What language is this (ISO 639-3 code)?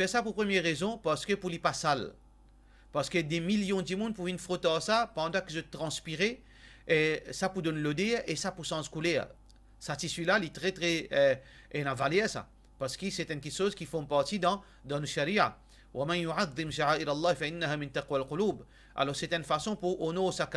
mfe